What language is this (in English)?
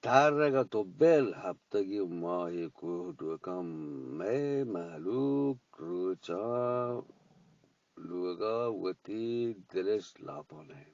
Eastern Balochi